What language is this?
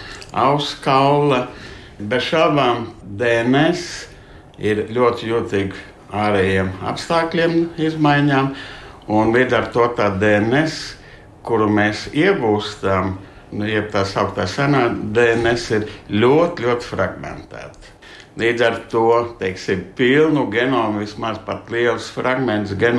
Latvian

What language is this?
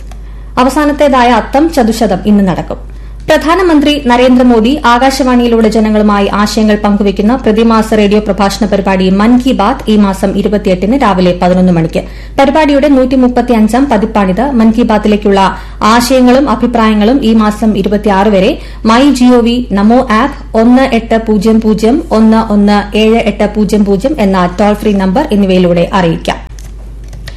Malayalam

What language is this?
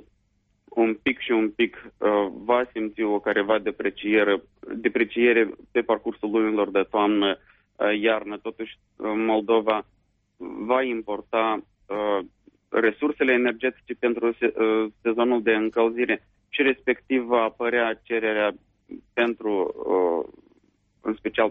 Romanian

